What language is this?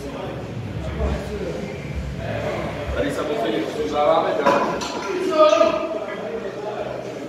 Czech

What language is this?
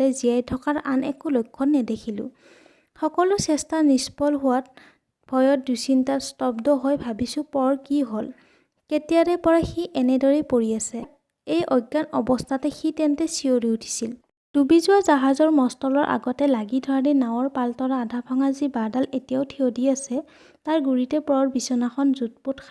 Assamese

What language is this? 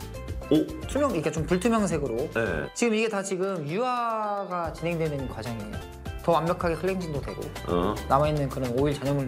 Korean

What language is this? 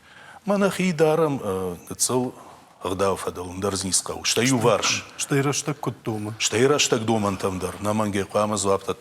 Ossetic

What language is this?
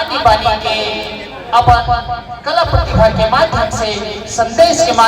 Chhattisgarhi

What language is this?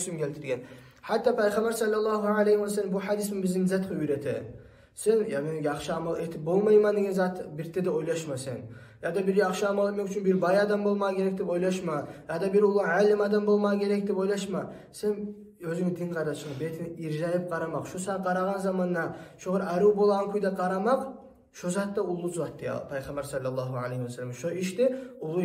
Kumyk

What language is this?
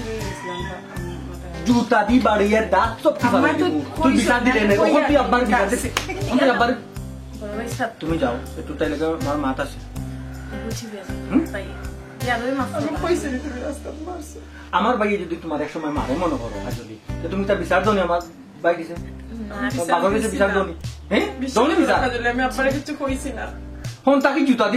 Sylheti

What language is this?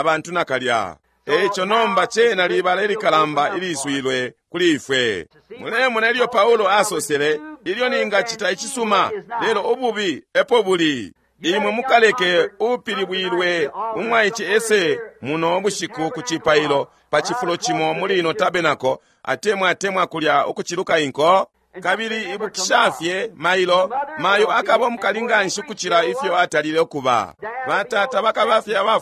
Bemba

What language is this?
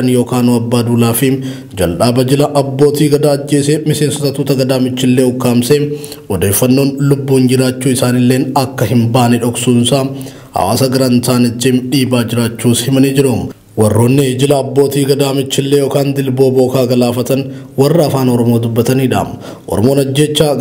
Oromo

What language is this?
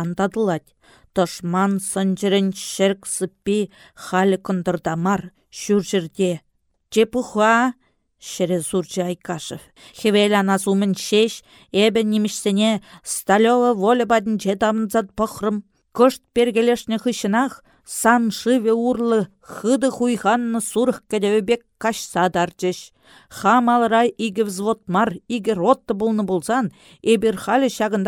Chuvash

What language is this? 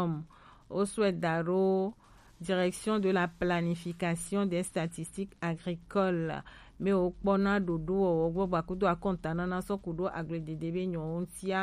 Gen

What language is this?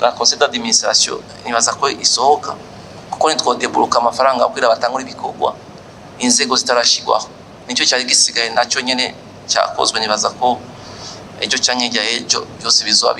Rundi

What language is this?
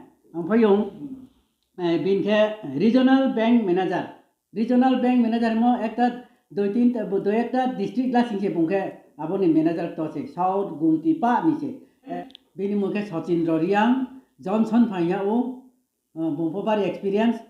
Riang (India)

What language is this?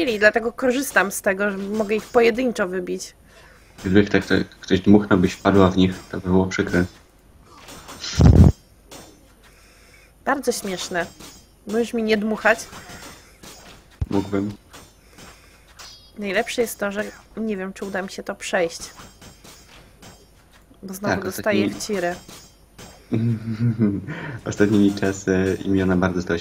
Polish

